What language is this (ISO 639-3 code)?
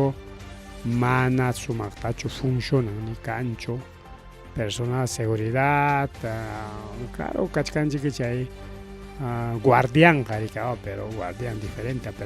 quy